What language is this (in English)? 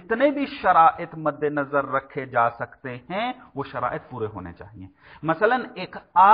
Urdu